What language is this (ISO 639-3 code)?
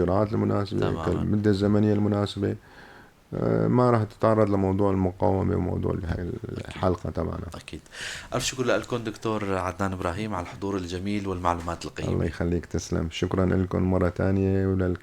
apc